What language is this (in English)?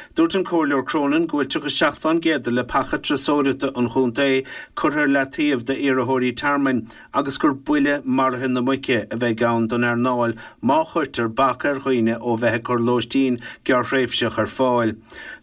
Irish